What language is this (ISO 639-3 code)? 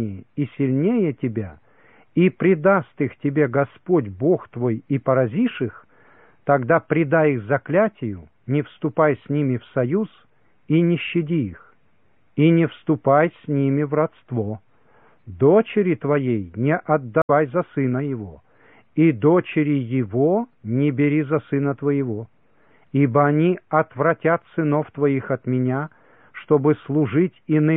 rus